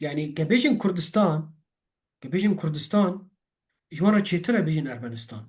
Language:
Kurdish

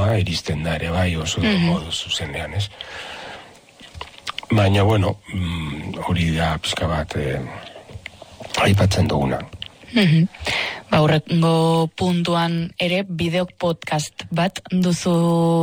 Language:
Basque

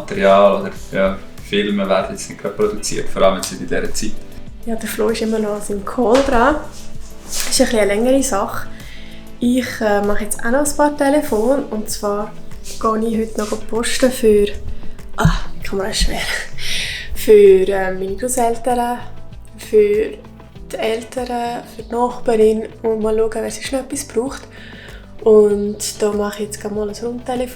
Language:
Swiss German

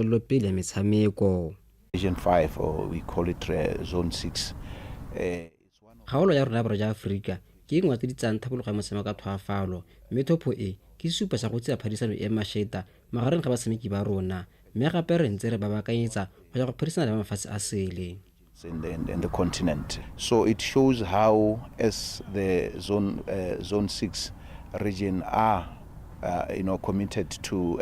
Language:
Tswana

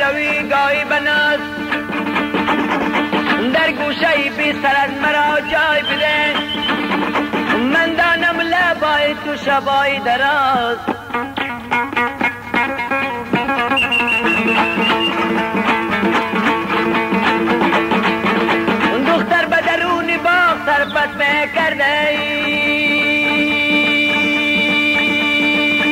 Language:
Persian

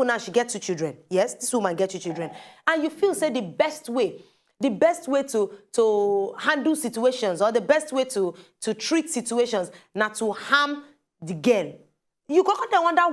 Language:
Nigerian Pidgin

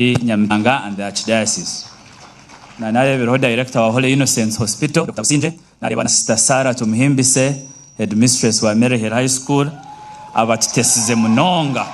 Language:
Nyankole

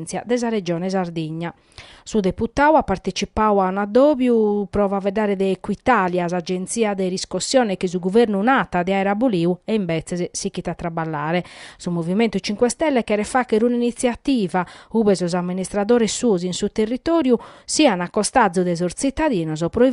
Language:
Sardinian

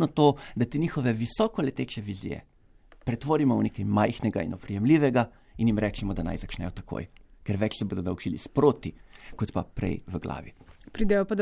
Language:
Slovenian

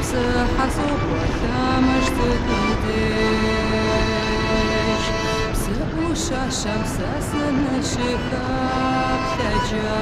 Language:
Kabardian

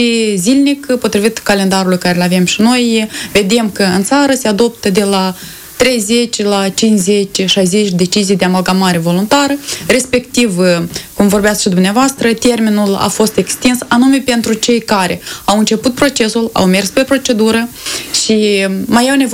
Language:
Romanian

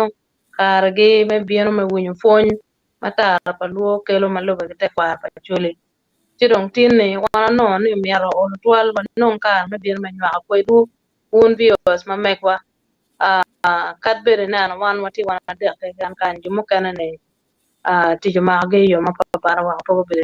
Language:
Acoli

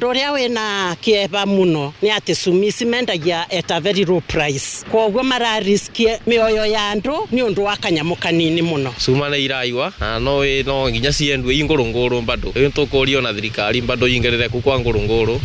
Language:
Kikuyu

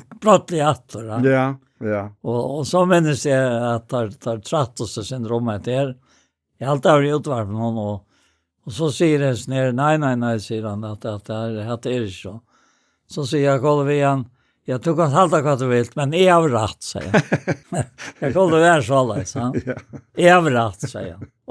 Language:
Faroese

